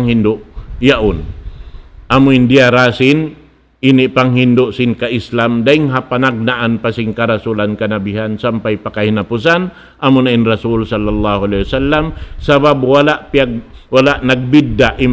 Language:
Tausug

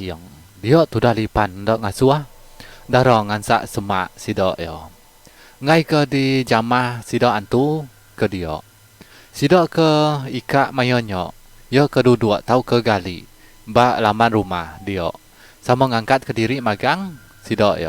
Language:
Iban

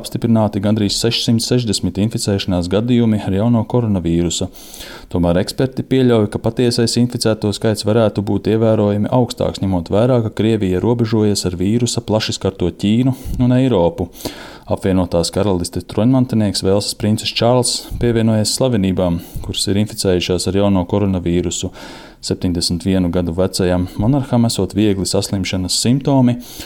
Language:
Latvian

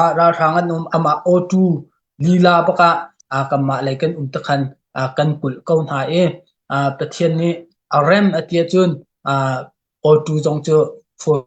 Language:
Hakha Chin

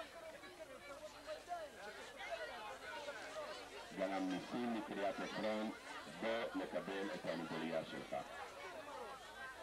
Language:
Hebrew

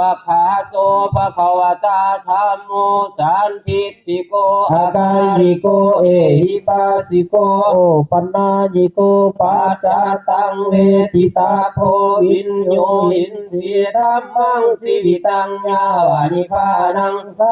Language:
Pali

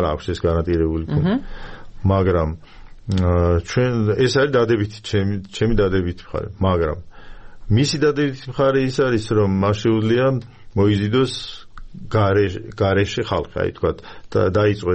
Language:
Georgian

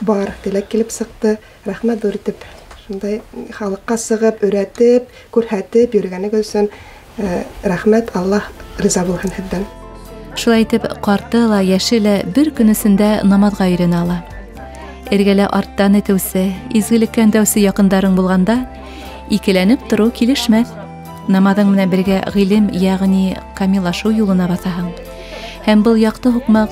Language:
Bashkir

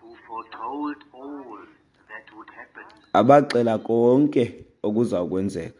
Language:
Xhosa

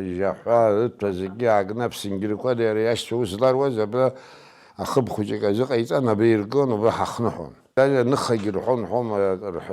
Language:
Abkhazian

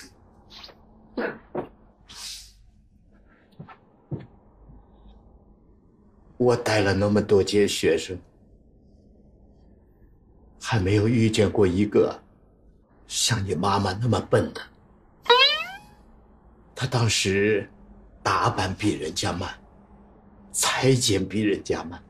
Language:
Chinese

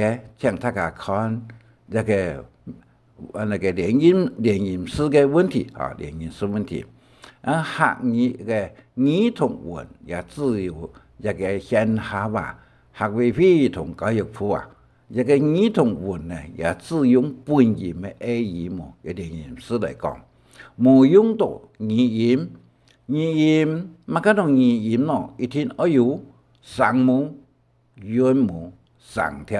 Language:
Hakka Chinese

